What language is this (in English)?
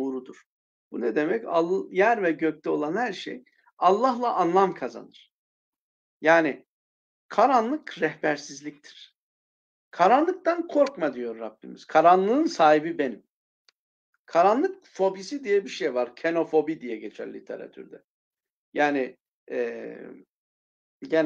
Turkish